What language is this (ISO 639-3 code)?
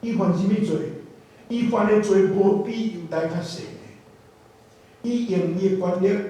nan